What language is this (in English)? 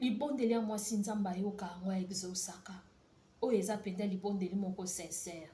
Lingala